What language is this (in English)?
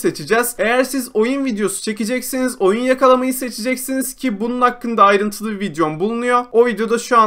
Turkish